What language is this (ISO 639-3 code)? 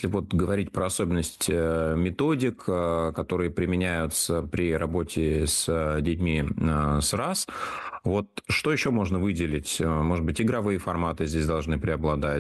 rus